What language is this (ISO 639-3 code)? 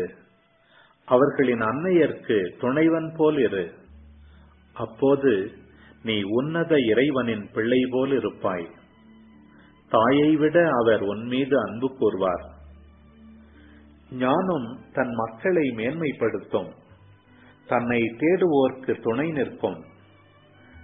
tam